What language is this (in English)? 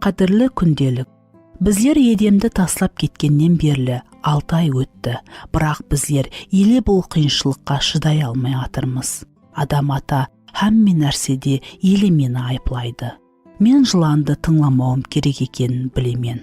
Kara-Kalpak